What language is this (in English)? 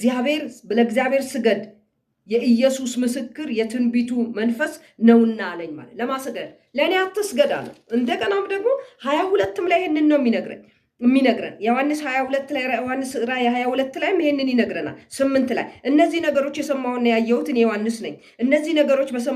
Amharic